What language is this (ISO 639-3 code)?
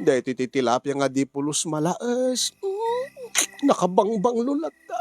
ilo